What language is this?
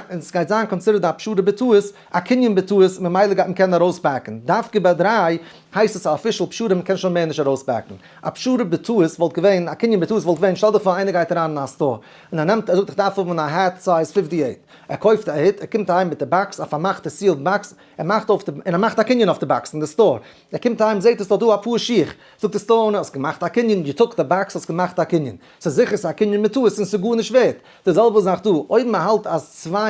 Yiddish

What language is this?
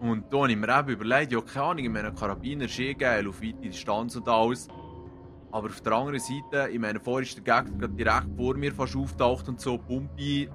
Swiss German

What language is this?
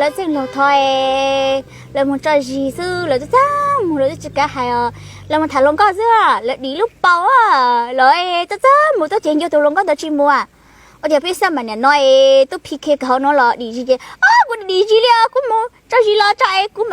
Hmong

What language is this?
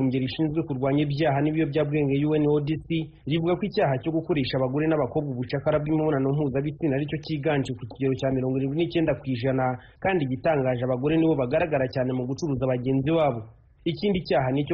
Kinyarwanda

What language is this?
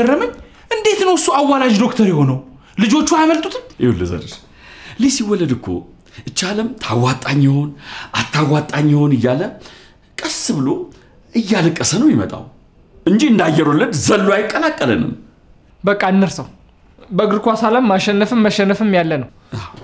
Amharic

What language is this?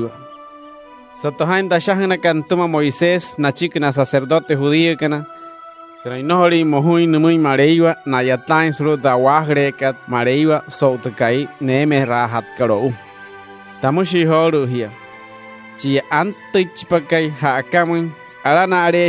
Wayuu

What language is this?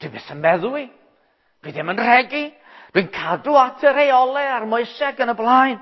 Welsh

